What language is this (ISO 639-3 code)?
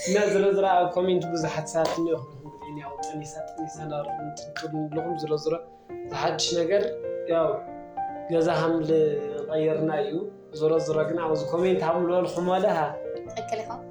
tir